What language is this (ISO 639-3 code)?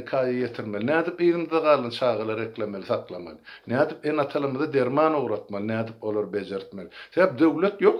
tuk